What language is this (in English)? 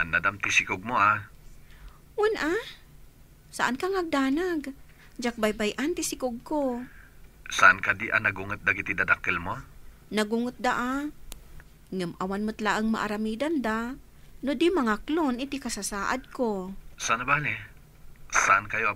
Iloko